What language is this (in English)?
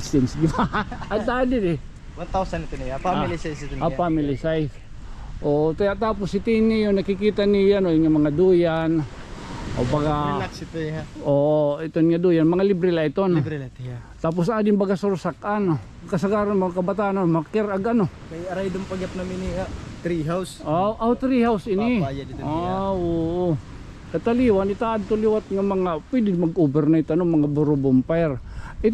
Waray